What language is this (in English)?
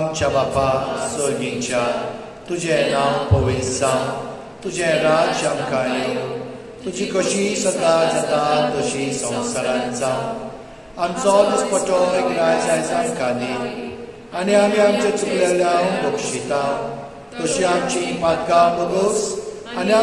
Konkani